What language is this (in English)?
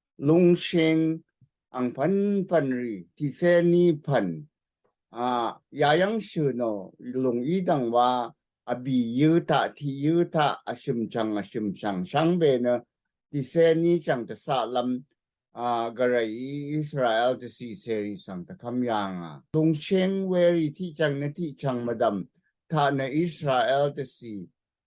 Rawang